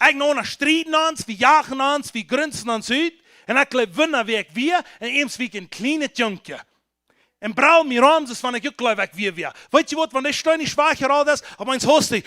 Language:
Plautdietsch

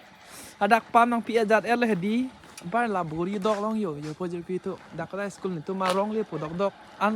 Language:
Karbi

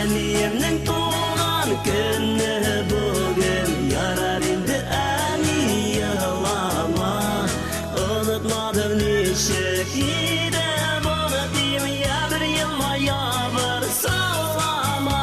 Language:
Bashkir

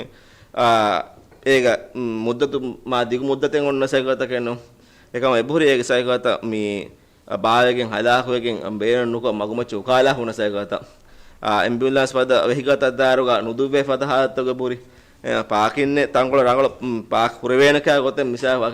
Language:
Divehi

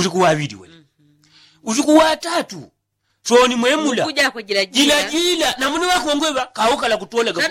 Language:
Yao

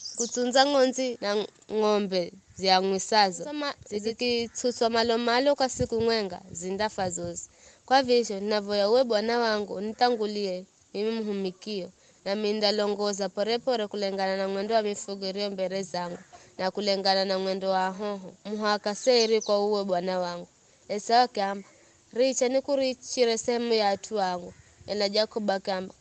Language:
Giryama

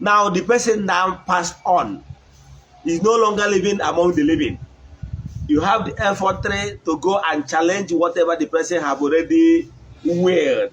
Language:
Igbo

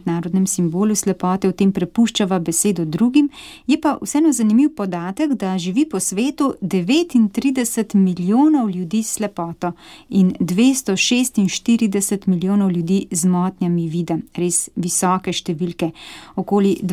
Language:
Slovenian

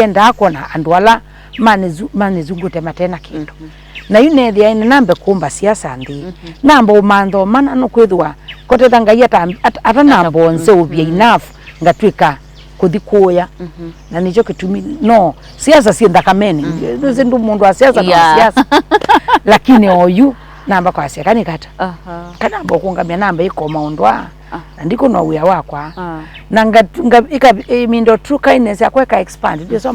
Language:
Kamba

